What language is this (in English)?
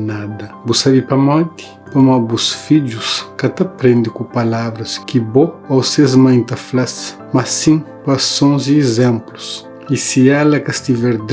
Kabuverdianu